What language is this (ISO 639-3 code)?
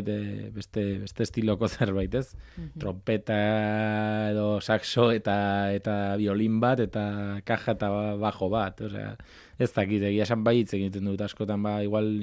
eus